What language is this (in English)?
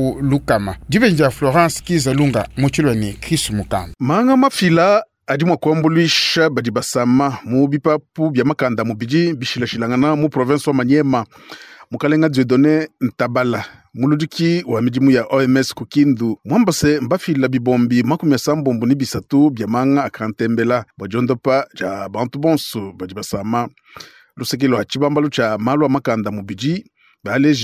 Luba-Lulua